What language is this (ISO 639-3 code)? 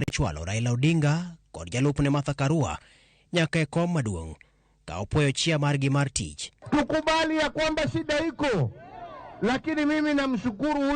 luo